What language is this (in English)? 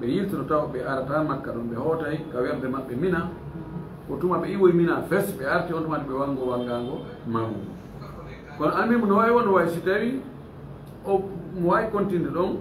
Fula